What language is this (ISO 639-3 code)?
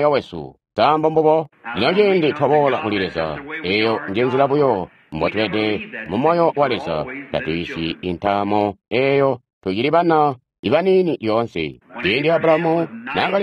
toi